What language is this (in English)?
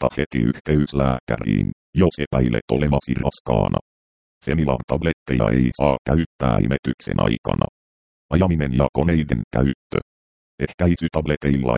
Finnish